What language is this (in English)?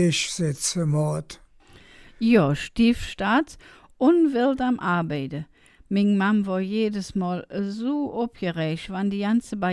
Colognian